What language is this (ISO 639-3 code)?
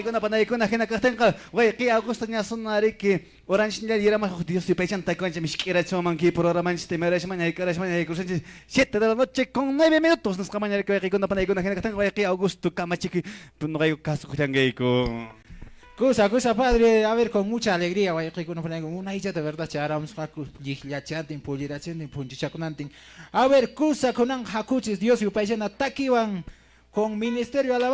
que